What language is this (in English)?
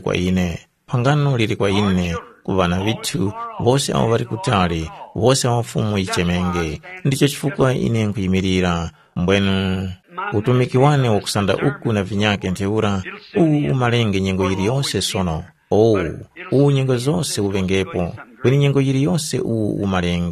Tumbuka